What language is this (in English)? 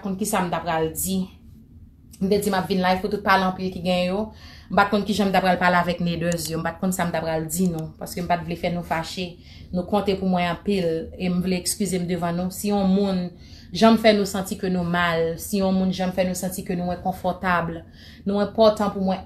Haitian Creole